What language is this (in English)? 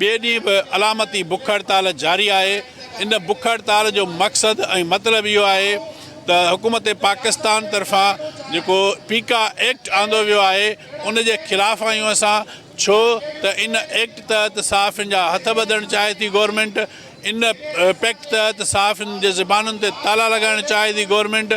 Sindhi